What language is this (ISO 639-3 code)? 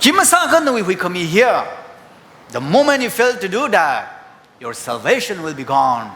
nmf